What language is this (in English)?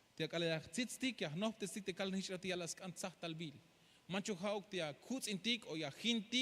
Tzeltal